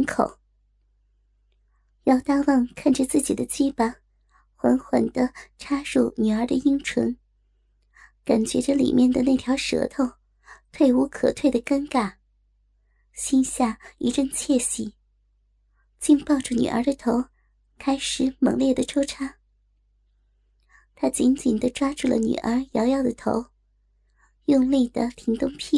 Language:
Chinese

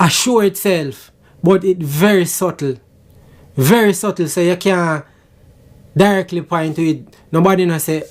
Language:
Jamaican Creole English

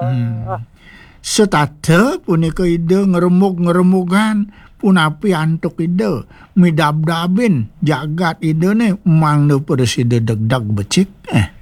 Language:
Balinese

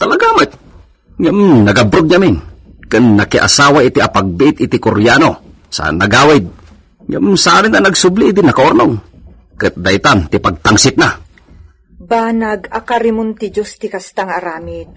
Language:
Iloko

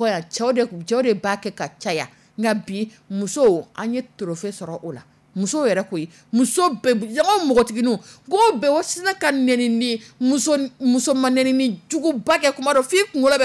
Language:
Dyula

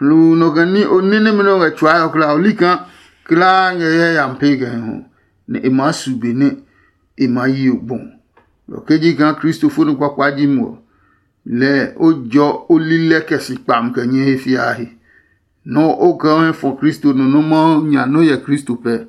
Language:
Adangme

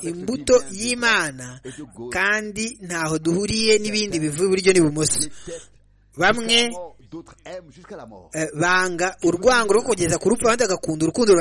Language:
Kinyarwanda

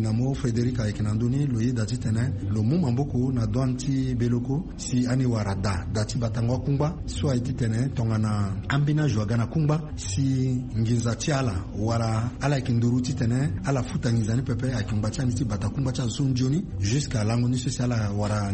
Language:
Sango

